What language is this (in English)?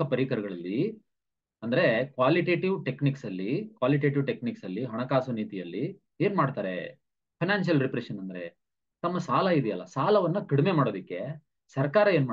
Kannada